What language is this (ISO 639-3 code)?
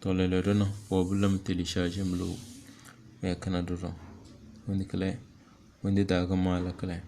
kdh